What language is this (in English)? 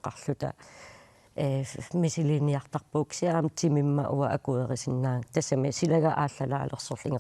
Kalaallisut